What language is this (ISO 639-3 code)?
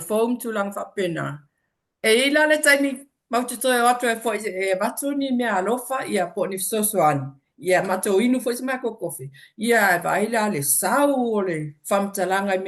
smo